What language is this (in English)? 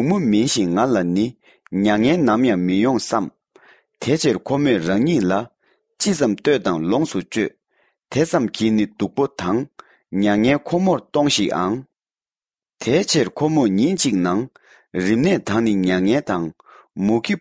Tibetan